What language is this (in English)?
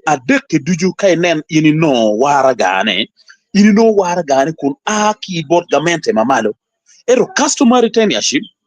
Acoli